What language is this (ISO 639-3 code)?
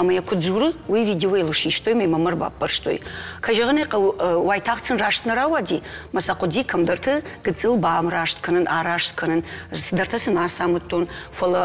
oss